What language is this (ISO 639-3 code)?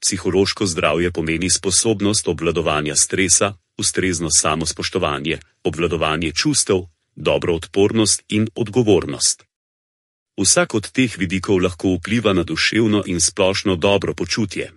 slv